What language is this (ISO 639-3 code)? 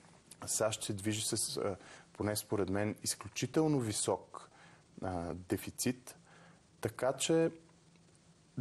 bul